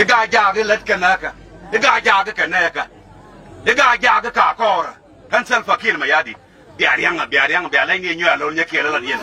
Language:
Nuer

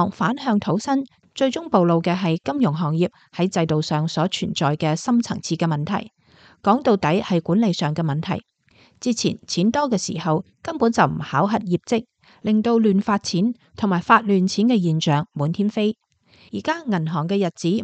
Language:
Cantonese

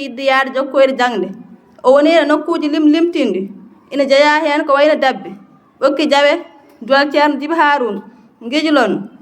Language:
Fula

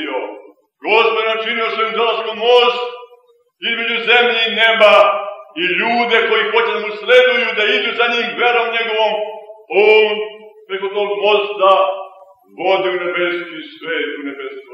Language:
Serbian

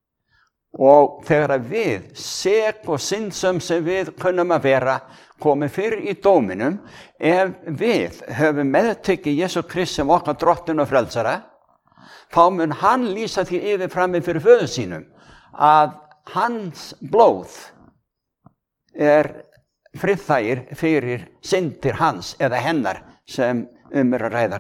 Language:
Icelandic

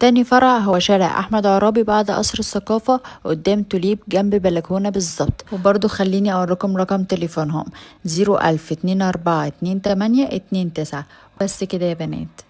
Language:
Egyptian Arabic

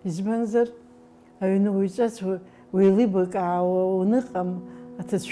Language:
Abkhazian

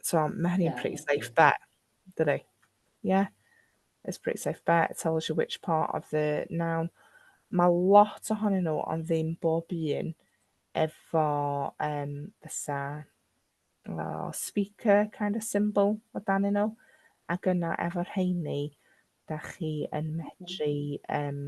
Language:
Welsh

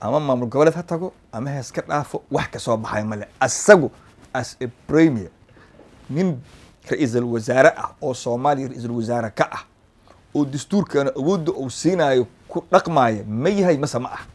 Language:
Somali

